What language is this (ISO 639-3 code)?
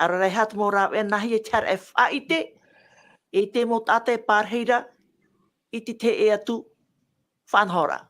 tah